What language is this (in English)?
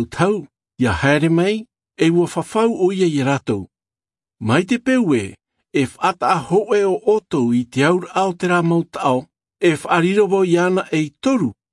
Tahitian